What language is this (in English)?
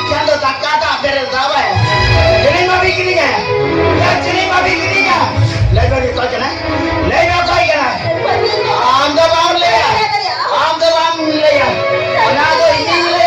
Santali